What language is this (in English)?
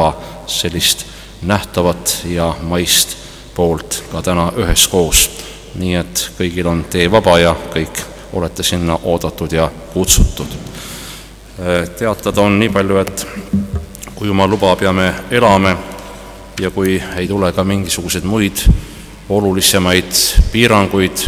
Estonian